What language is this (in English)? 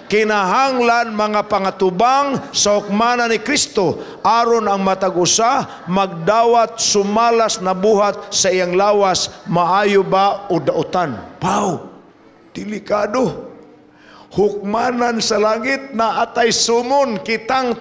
Cebuano